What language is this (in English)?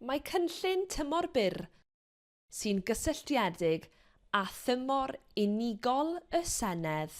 Welsh